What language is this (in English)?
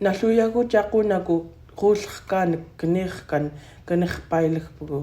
Central Yupik